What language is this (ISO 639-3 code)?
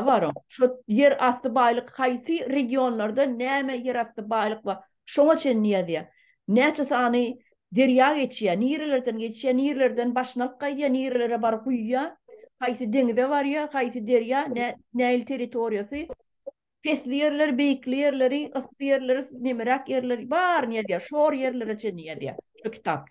tuk